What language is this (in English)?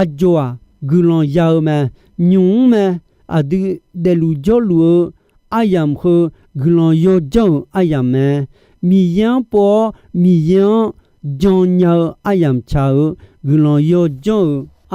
Akha